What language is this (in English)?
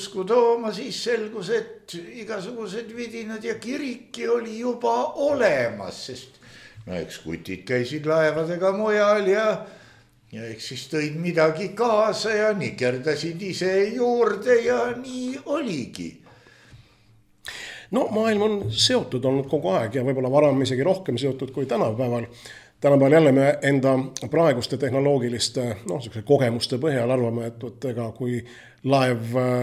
Estonian